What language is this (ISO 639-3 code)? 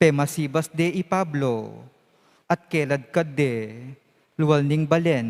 pam